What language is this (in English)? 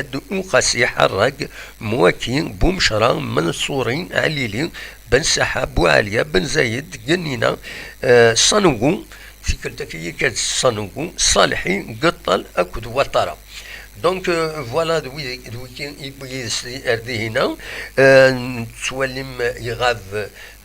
Kabyle